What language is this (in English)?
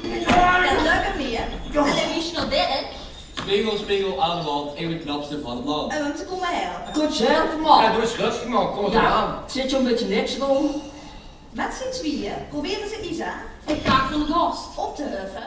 Limburgish